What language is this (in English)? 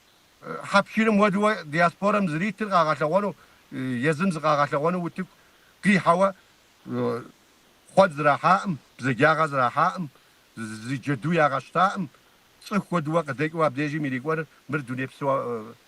Kabardian